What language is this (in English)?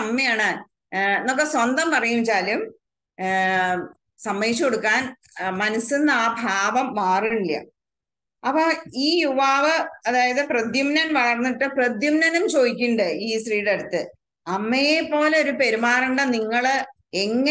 Malayalam